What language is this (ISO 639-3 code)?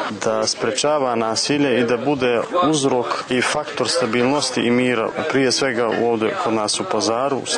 bos